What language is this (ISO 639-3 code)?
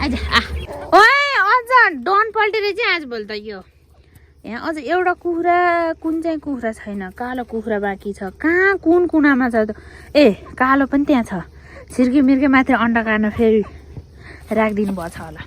nep